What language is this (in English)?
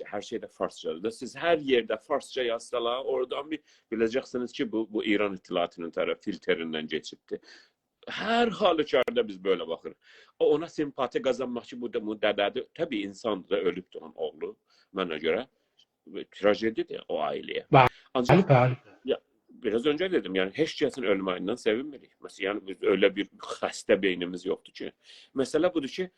South Azerbaijani